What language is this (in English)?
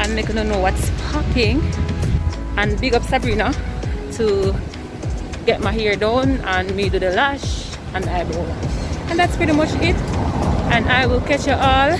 Jamaican Creole English